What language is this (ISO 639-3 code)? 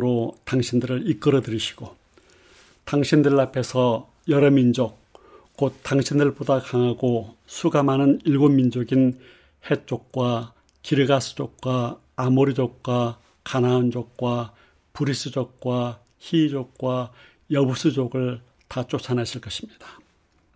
kor